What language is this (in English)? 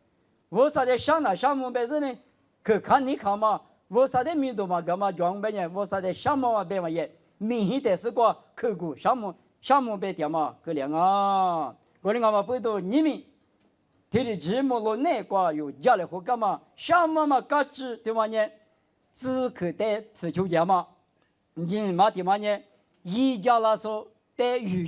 Lisu